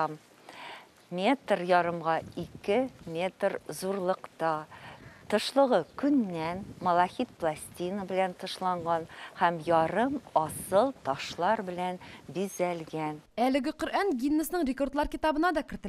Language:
Tatar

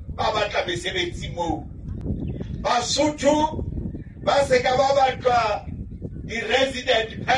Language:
Southern Sotho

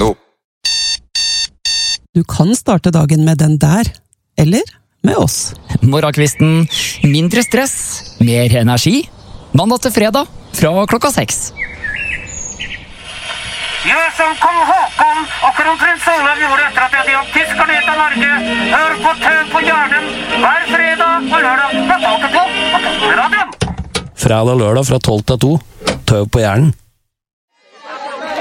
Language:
Norwegian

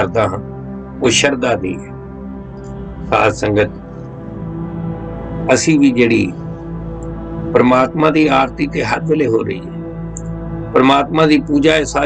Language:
Punjabi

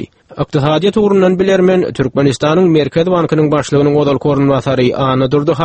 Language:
Turkmen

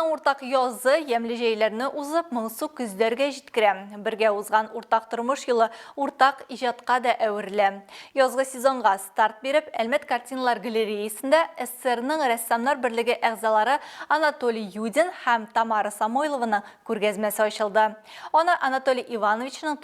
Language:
Tatar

